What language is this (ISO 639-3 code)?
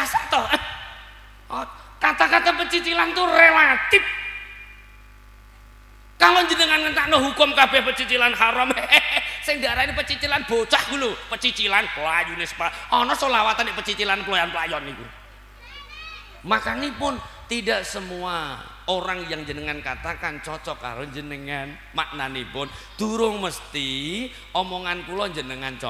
jav